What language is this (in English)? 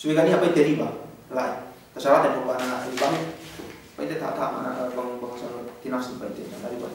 Yakan